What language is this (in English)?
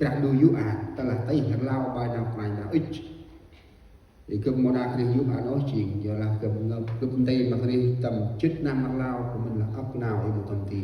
Central Mnong